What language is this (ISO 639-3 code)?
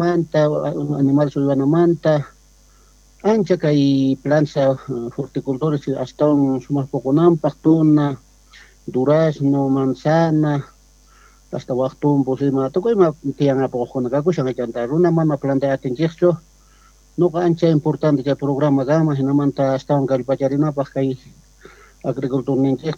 que